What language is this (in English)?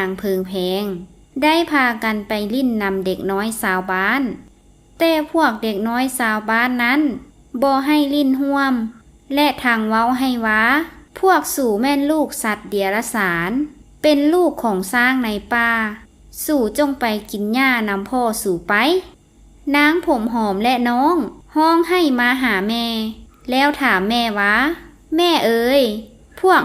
Lao